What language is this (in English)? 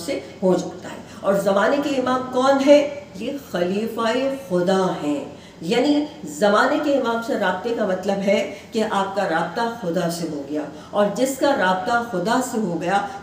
Urdu